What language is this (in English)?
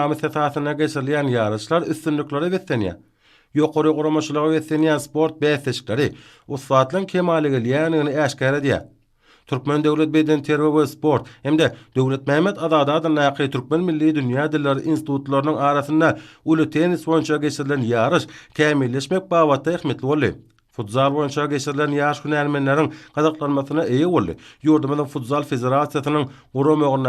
Turkmen